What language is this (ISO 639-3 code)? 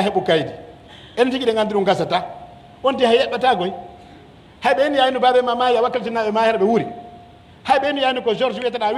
fuf